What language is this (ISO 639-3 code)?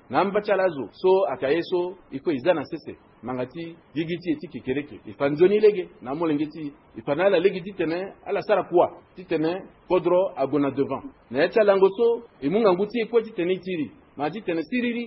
sag